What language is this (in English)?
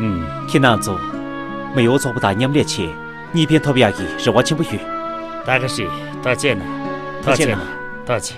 Tibetan